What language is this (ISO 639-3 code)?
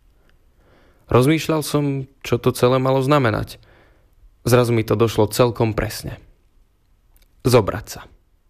slk